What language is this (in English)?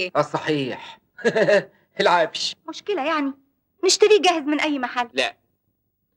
Egyptian Arabic